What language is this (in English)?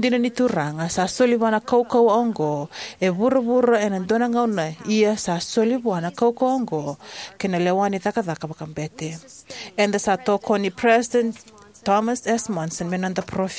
Fijian